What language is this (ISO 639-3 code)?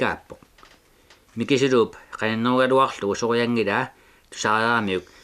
kal